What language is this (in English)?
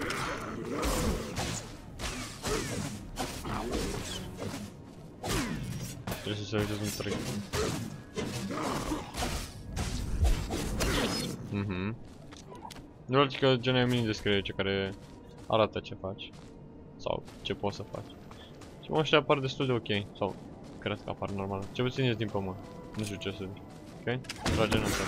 Romanian